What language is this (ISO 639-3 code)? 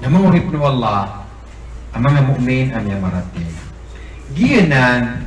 mrw